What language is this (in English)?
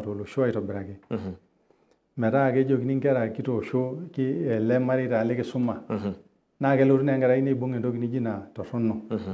Masai